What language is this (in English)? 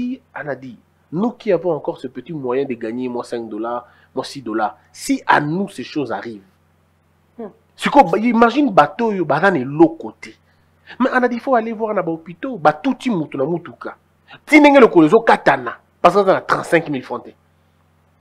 French